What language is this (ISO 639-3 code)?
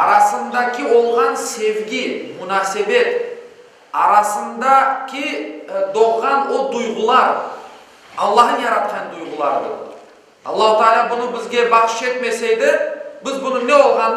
crh